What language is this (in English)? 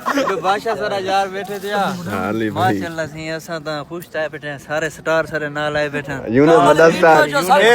Saraiki